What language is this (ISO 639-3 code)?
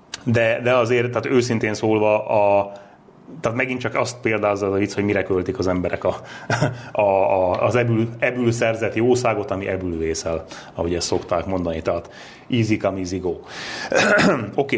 hun